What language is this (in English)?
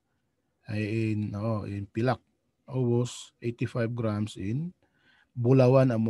Tausug